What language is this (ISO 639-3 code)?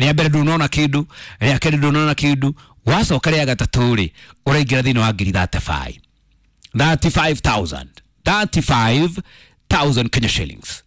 kik